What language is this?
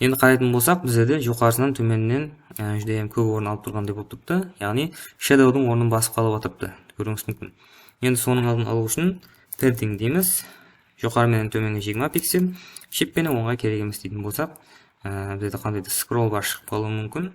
Kara-Kalpak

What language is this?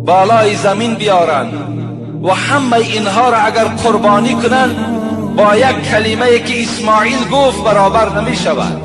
Tajik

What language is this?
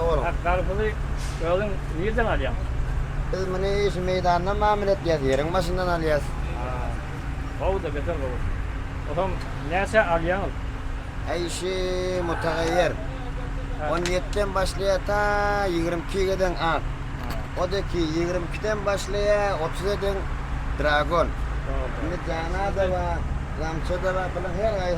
Turkmen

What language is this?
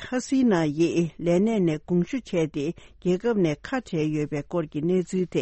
Tibetan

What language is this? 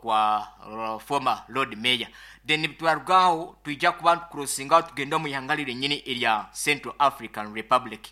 Nyankole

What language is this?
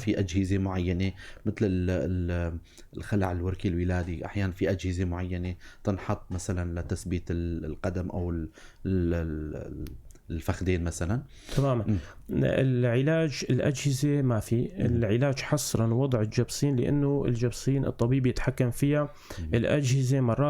North Levantine Arabic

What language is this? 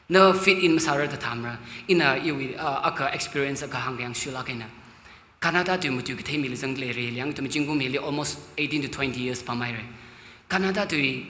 Tangkhul Naga (India)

